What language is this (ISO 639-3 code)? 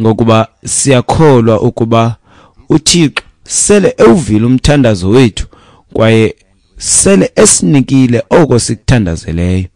xho